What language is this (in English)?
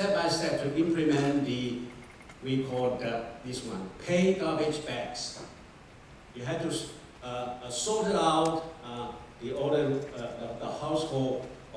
English